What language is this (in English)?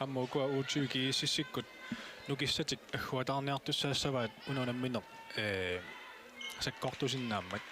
Kalaallisut